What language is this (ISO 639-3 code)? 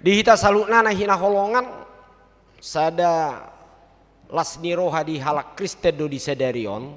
bbc